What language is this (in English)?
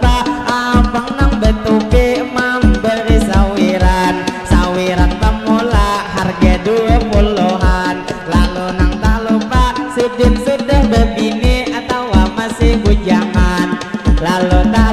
Banjar